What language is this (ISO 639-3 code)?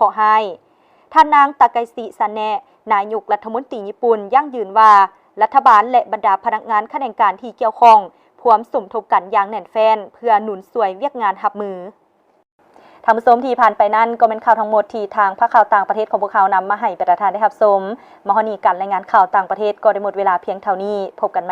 lao